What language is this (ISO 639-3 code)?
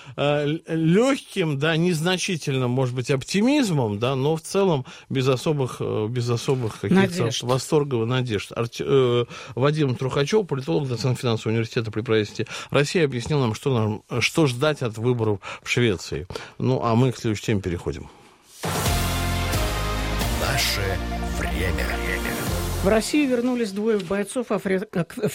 rus